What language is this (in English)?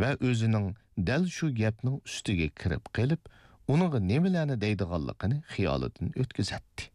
Uyghur